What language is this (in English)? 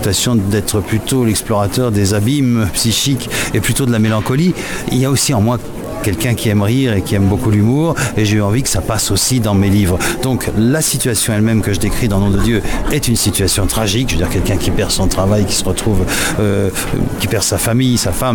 French